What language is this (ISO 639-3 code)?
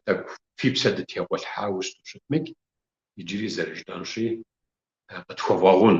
kbd